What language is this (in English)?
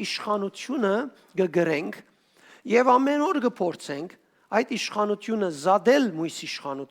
Western Armenian